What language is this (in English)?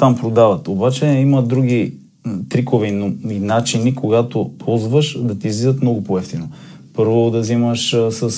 Bulgarian